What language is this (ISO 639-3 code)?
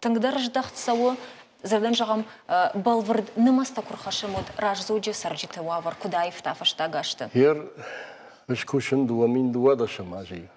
oss